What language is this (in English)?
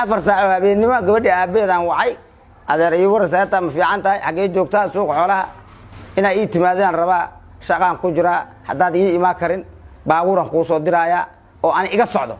Somali